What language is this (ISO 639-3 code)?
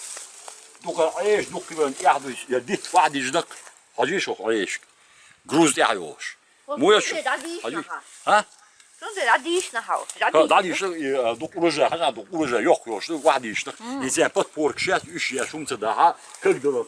che